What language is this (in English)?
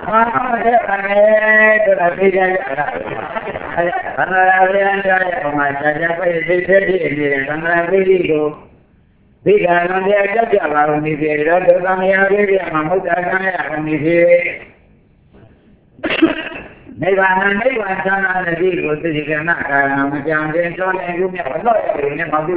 Burmese